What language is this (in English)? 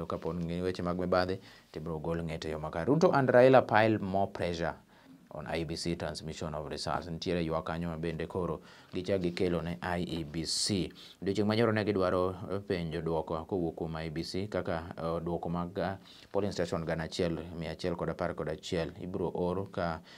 Luo (Kenya and Tanzania)